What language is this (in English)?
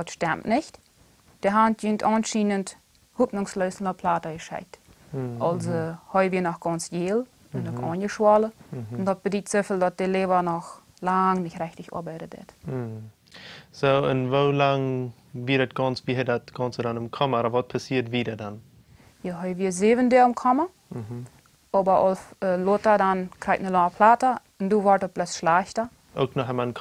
Plautdietsch